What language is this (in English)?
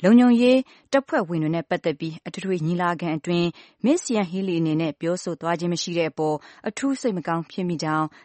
Burmese